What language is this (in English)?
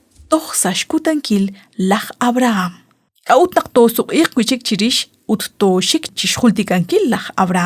Kekchí